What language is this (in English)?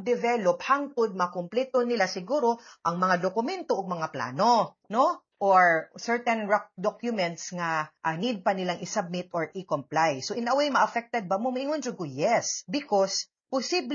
Cebuano